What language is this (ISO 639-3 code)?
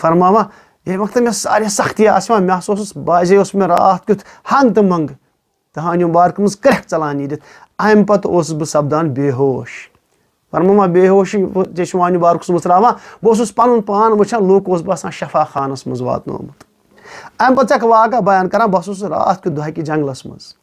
kas